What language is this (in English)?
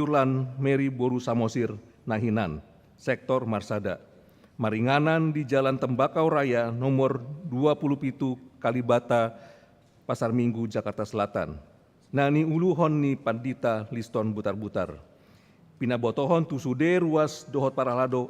Batak Toba